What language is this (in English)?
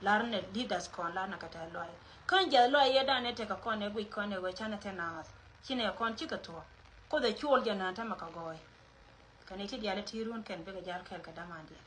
Nuer